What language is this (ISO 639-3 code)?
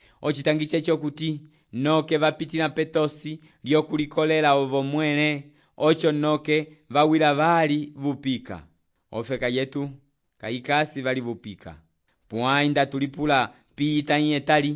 umb